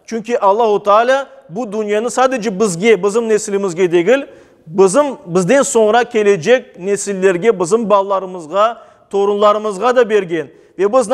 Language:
Crimean Tatar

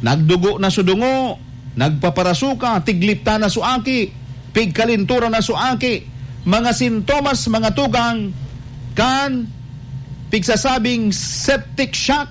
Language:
Bikol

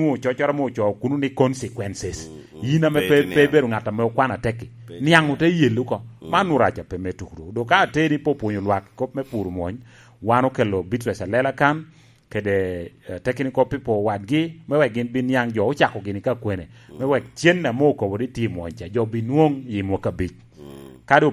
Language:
Lango (Uganda)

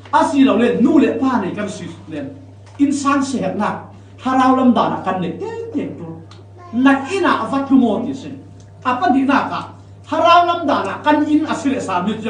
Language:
Falam Chin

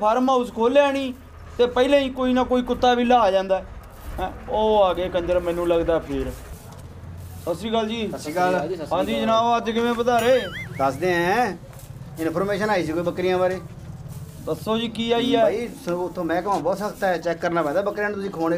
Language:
Punjabi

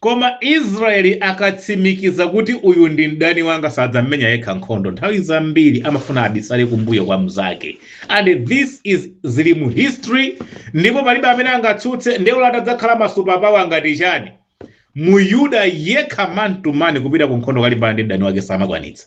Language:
Nyanja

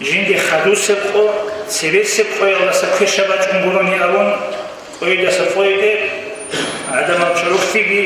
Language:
Avaric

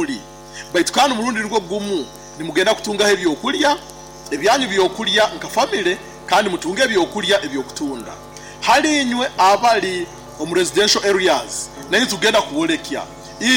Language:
Nyoro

